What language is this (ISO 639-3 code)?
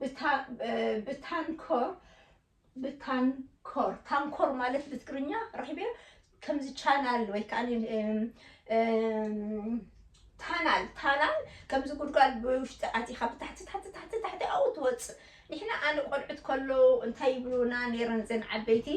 tir